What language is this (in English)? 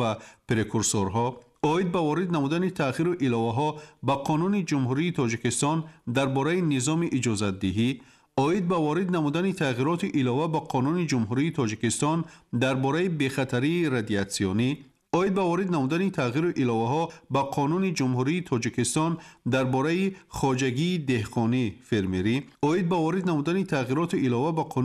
Tajik